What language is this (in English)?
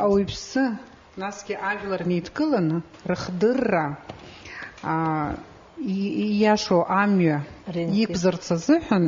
Abkhazian